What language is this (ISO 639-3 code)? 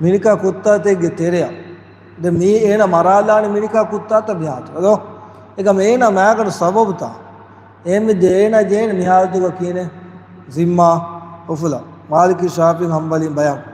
div